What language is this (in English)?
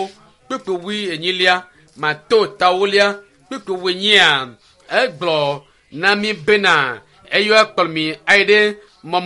Ewe